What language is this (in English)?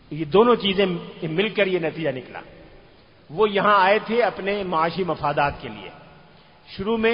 Urdu